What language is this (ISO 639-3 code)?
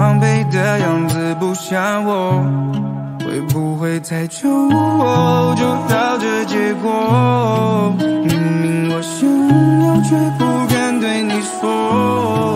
zho